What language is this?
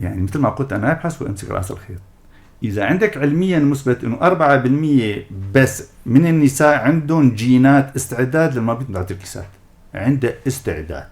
North Levantine Arabic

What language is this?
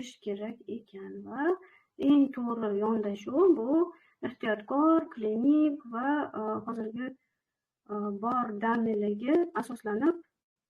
Uzbek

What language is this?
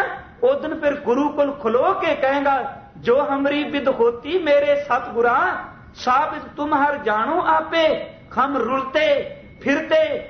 Punjabi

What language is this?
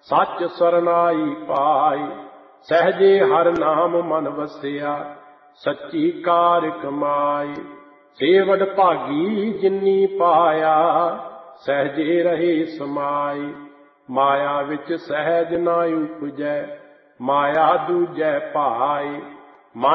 Punjabi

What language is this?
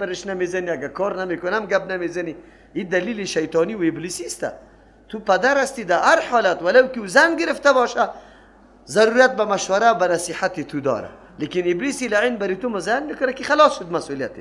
Persian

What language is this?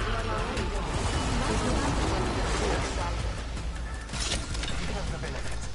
English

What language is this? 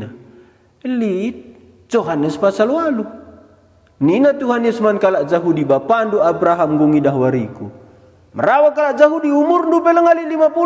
Batak Karo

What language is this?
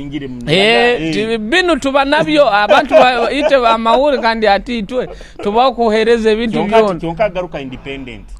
Nyoro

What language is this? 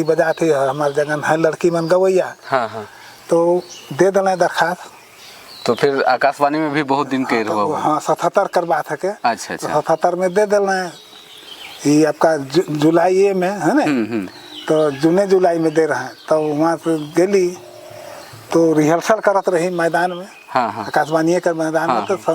Sadri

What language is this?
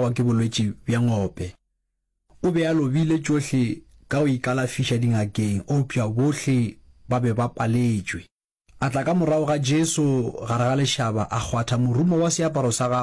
Northern Sotho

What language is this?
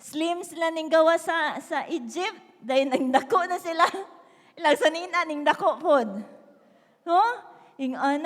Cebuano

